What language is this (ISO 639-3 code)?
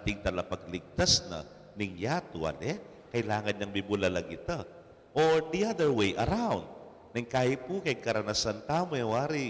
pam